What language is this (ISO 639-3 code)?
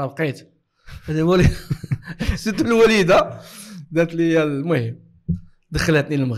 ary